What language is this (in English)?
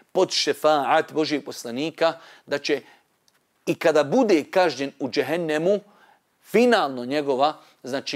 Bosnian